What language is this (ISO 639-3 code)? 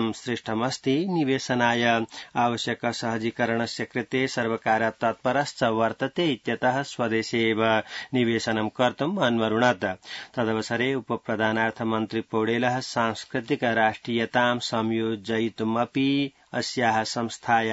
san